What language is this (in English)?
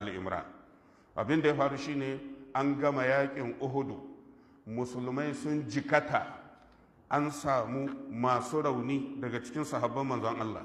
Hausa